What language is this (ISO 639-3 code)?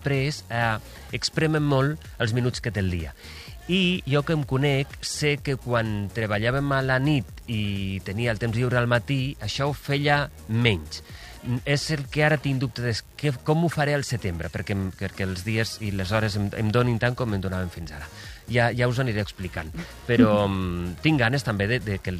cat